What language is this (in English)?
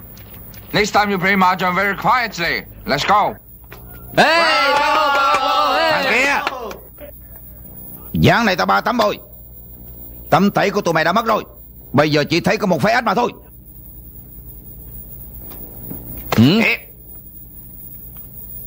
Vietnamese